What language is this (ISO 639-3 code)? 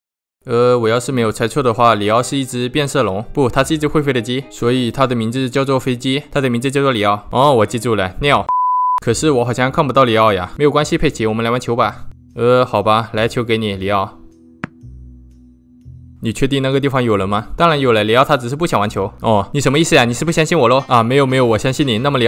zho